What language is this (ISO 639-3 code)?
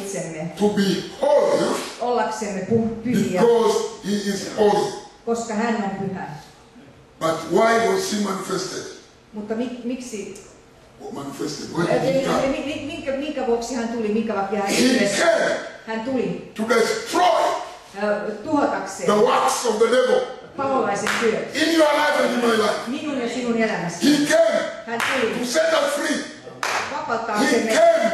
fin